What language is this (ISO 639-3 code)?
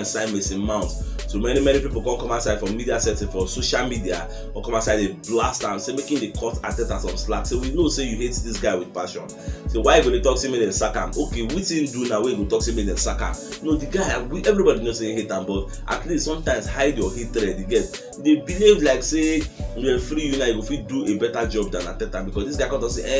pcm